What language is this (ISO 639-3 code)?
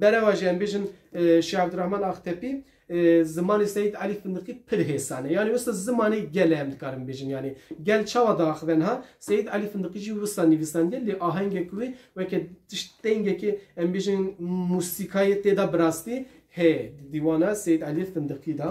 kur